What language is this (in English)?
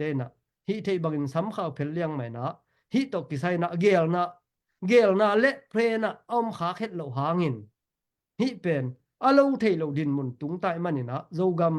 Tedim Chin